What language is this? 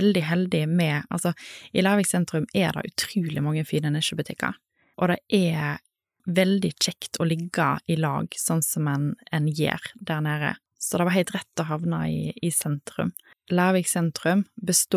Norwegian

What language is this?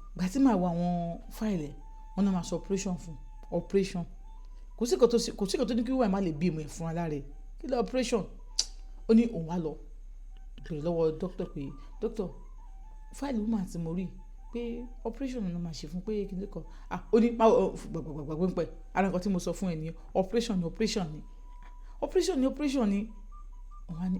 Yoruba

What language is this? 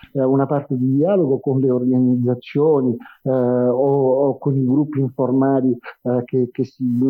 Italian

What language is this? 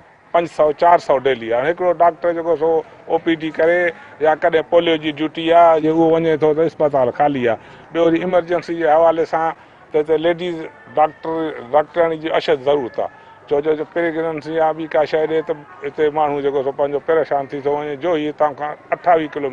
Sindhi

